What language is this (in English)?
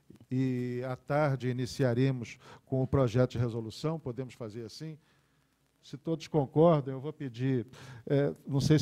Portuguese